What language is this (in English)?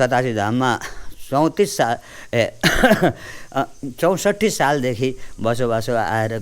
Nepali